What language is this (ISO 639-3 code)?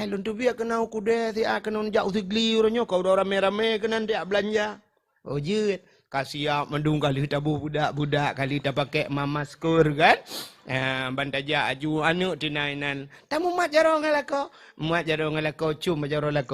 ace